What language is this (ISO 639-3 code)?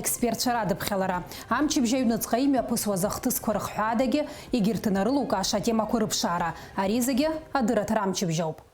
abk